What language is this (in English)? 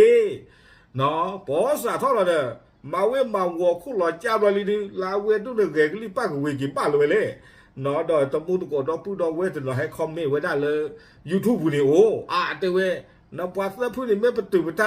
S'gaw Karen